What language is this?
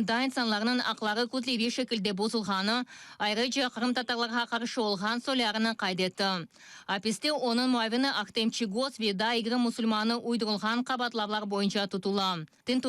Crimean Tatar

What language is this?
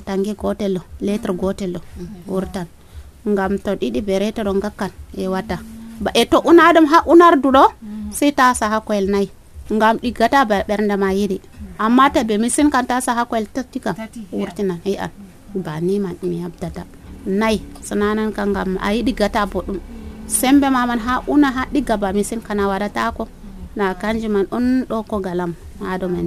Nigerian Fulfulde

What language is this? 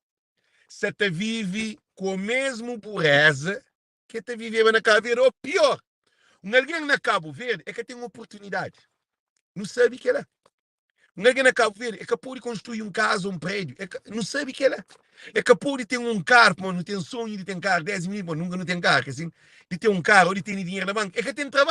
Kabuverdianu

